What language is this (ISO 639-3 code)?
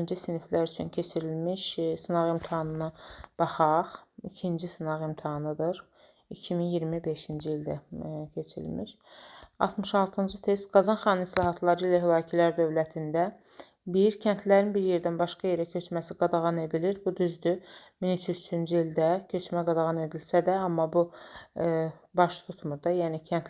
aze